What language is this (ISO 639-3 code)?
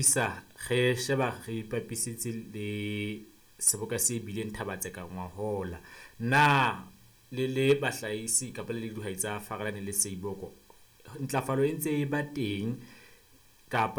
sot